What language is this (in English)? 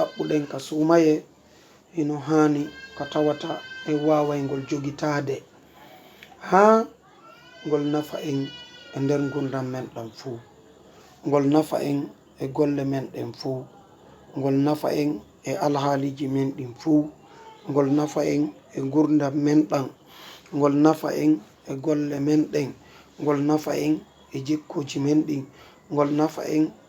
Fula